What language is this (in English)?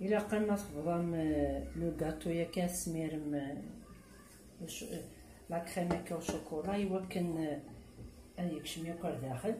Kabyle